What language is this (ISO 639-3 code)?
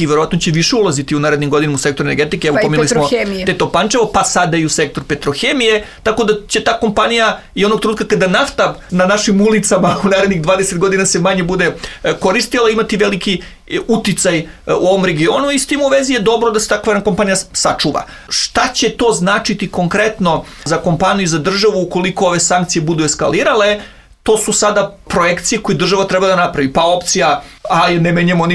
srp